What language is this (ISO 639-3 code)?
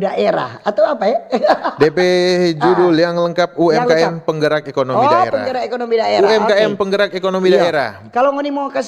xmm